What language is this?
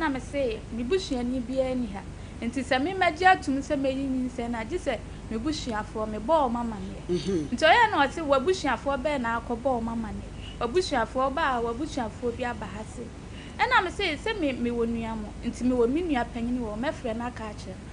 Akan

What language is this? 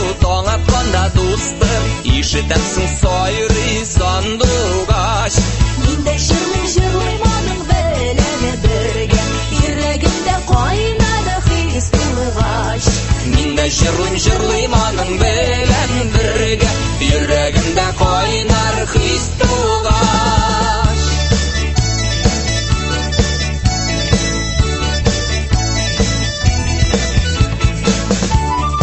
Tatar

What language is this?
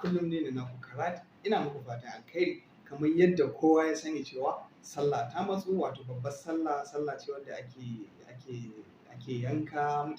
Hausa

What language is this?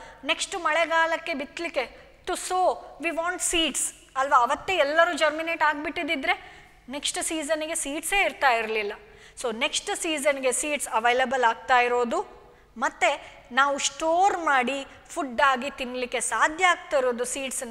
Kannada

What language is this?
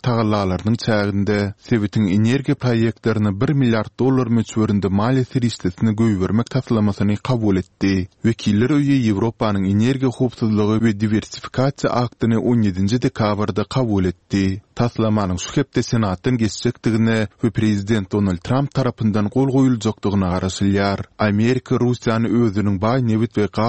Turkmen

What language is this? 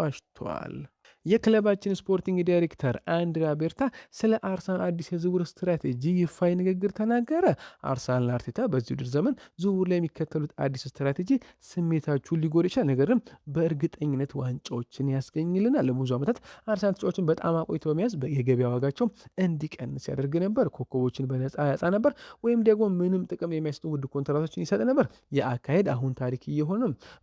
Amharic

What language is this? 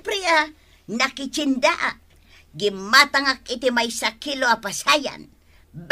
Iloko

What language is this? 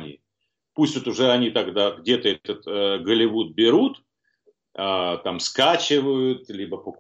Russian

